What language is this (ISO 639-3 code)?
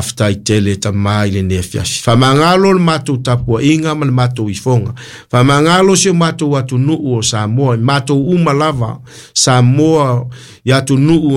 smo